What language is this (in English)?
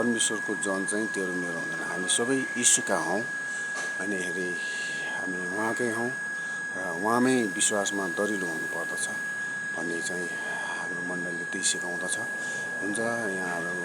Nepali